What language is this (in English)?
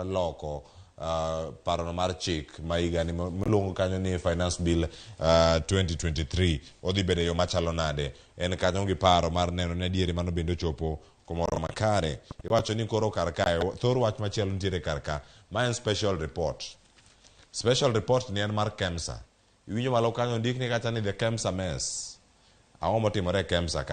Luo (Kenya and Tanzania)